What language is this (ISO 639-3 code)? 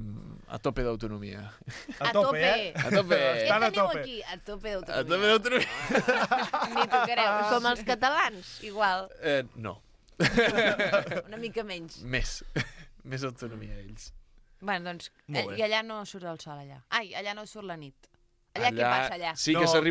cat